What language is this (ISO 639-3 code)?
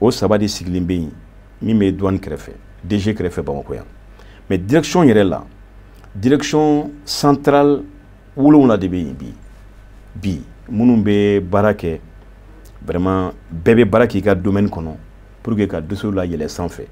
bam